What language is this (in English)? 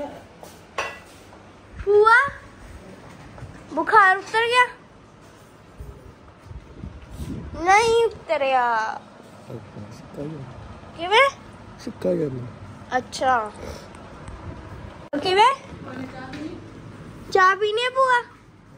Punjabi